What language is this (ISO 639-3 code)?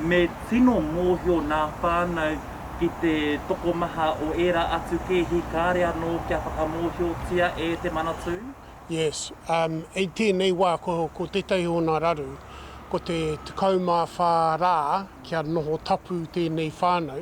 mri